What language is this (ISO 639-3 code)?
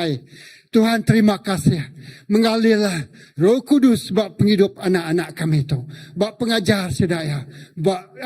iba